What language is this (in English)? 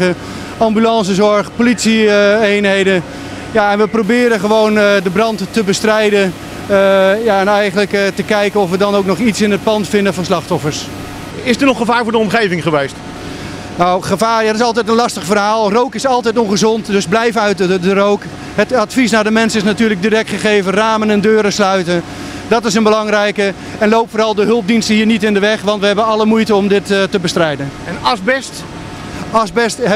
Dutch